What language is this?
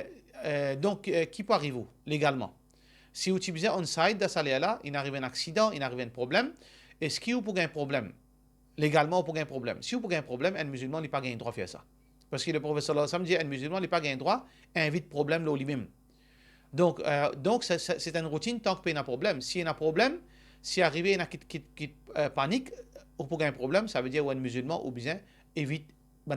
Morisyen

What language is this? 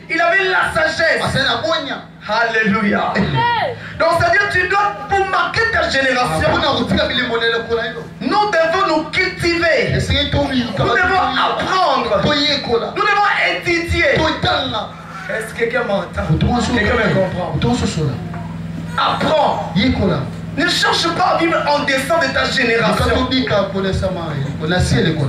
French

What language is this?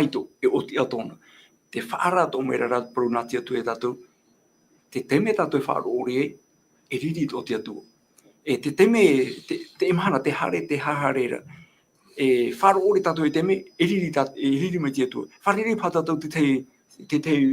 Tahitian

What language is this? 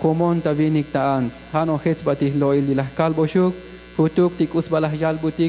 Tzotzil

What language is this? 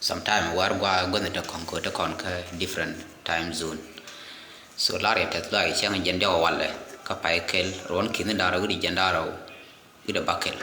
Nuer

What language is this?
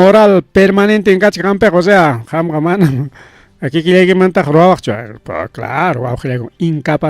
Ayacucho Quechua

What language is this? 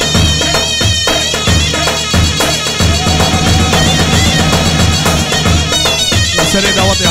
Arabic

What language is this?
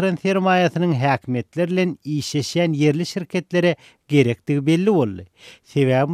Turkmen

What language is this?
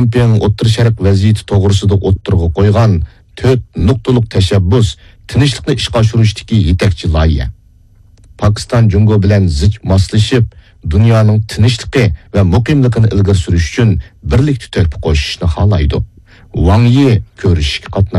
Uyghur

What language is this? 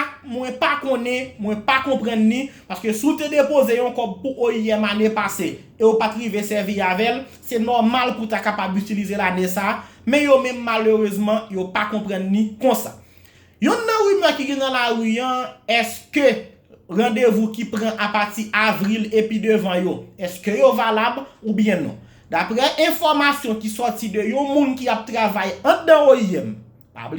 Haitian Creole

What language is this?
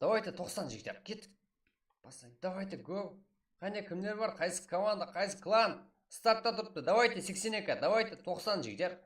Kara-Kalpak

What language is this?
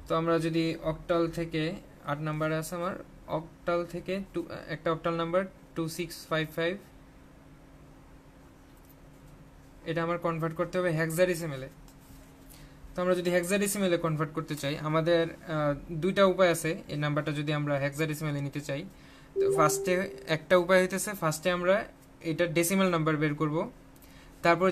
Bangla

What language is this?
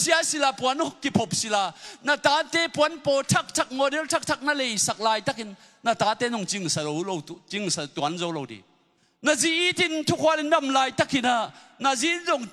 Tedim Chin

